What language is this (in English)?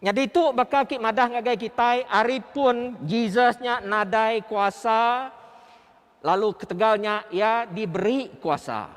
Iban